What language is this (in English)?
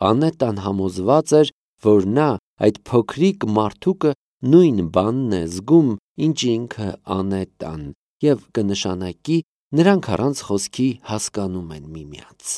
Armenian